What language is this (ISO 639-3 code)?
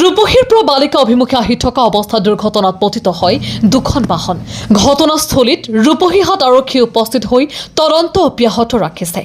asm